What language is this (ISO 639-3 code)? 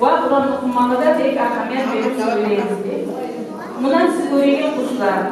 kum